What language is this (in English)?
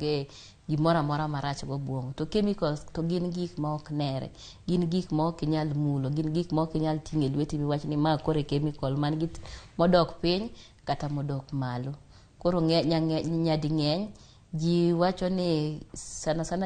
Luo (Kenya and Tanzania)